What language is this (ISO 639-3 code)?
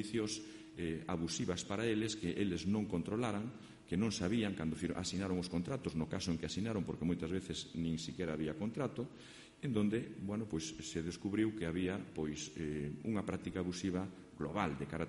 glg